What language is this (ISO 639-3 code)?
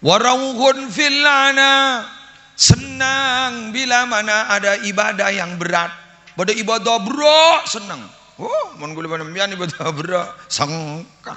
mad